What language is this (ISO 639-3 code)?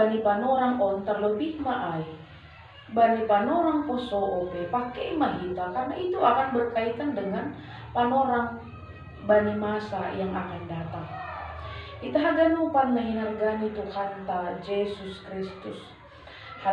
bts